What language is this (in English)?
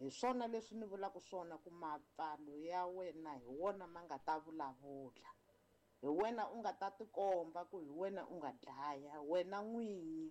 Tsonga